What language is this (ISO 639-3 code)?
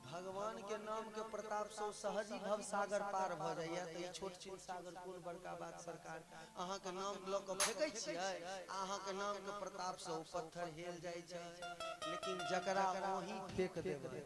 mai